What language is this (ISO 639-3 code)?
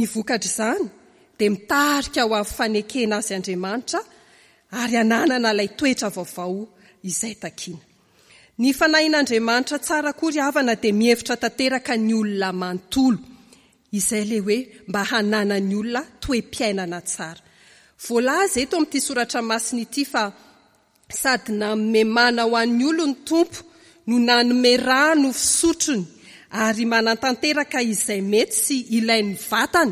mlg